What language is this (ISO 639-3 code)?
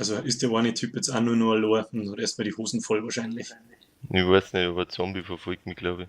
bar